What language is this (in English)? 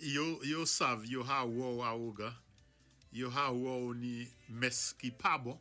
Saint Lucian Creole French